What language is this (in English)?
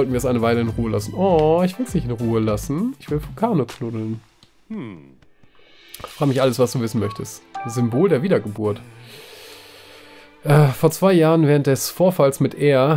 German